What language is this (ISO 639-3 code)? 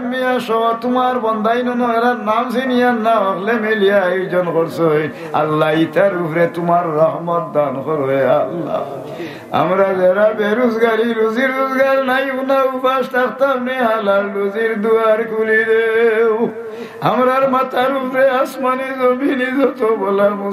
syl